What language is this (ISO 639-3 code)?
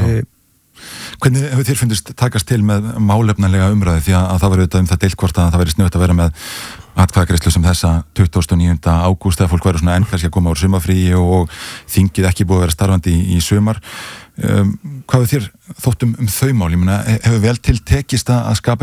isl